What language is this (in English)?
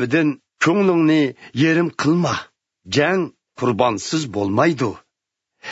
Uyghur